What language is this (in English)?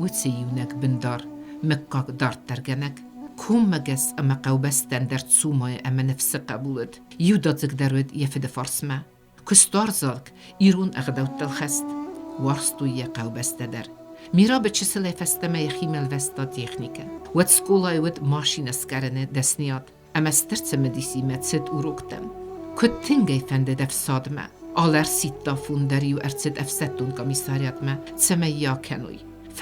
Ossetic